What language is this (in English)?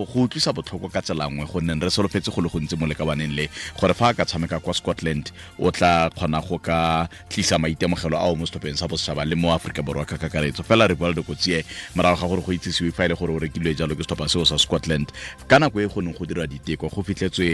Tswana